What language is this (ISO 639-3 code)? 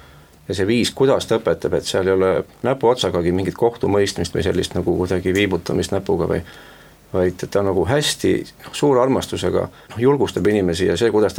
est